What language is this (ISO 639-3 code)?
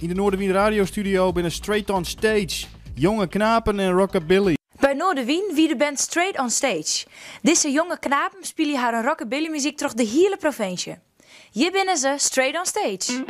fry